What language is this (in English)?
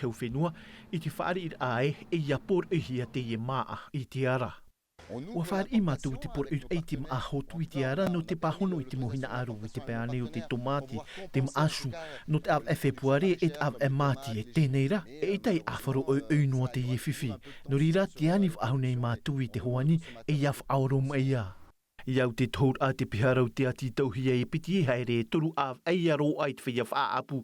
Tahitian